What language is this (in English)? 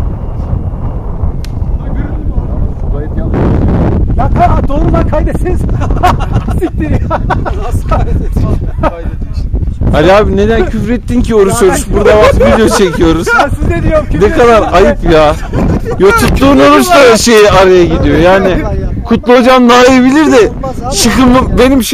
Turkish